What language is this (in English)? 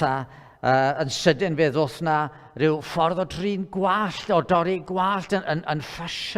Welsh